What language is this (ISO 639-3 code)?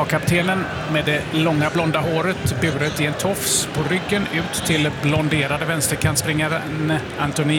swe